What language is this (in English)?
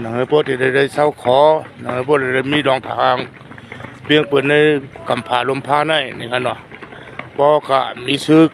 Shan